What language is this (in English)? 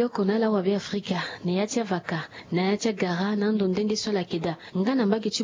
Sango